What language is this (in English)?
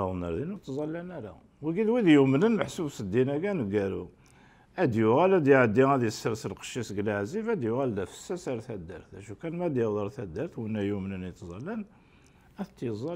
Kabyle